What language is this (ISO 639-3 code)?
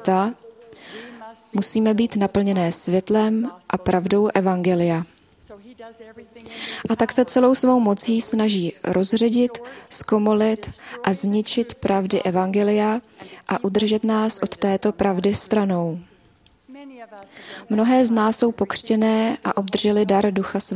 ces